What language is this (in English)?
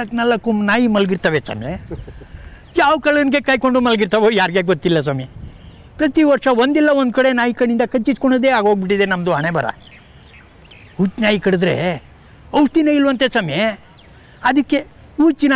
Kannada